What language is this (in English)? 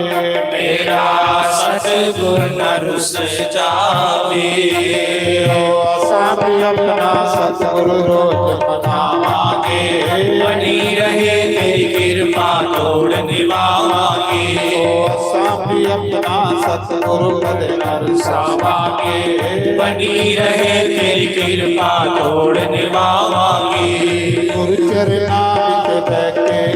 Dogri